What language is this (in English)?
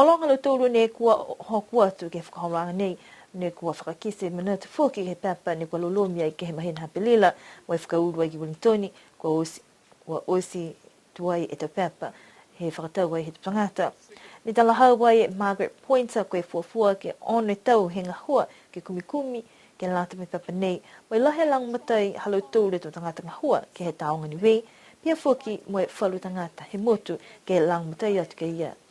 Niuean